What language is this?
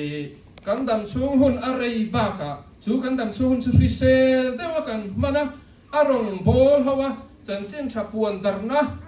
Mizo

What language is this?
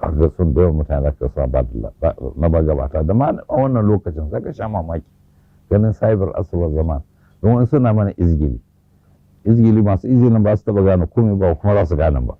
Hausa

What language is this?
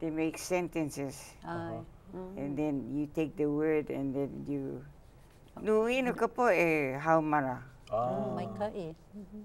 Hawaiian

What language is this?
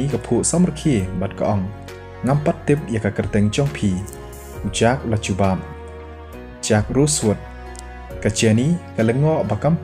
Khasi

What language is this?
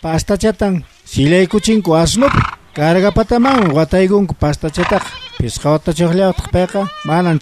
South Bolivian Quechua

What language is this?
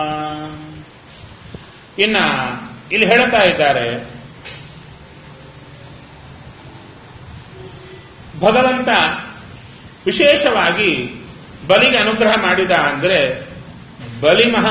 Kannada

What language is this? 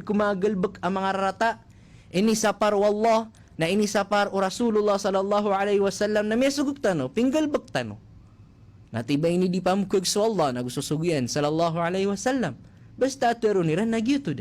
Maranao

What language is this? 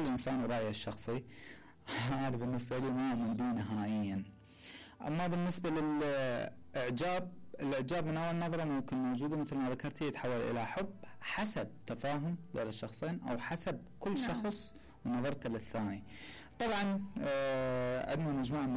Mesopotamian Arabic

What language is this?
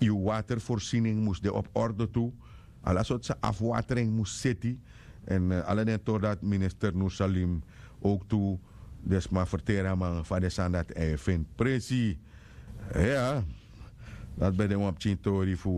Sranan Tongo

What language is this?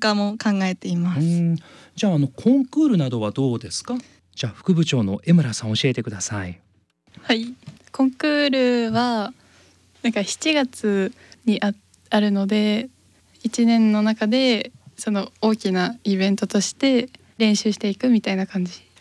Japanese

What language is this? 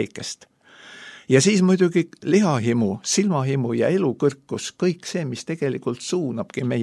Estonian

